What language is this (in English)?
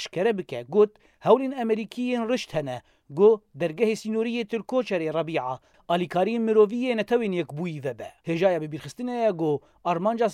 Kurdish